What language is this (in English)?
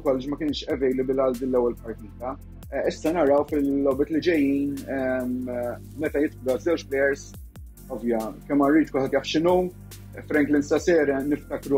Maltese